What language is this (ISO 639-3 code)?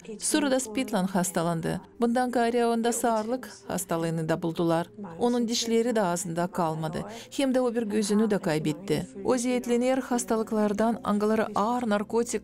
gag